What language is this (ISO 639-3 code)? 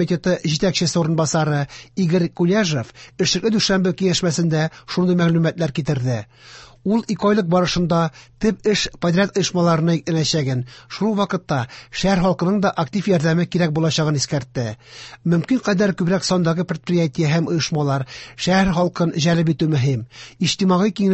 tat